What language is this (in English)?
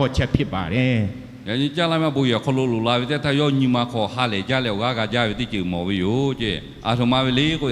Lahu